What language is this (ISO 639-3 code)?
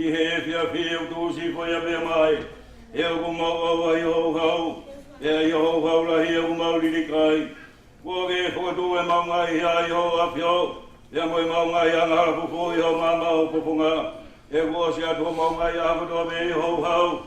ton